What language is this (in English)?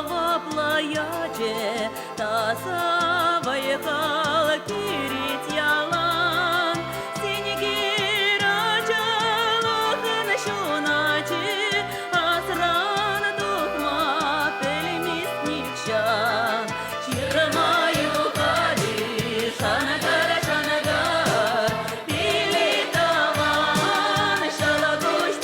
Chuvash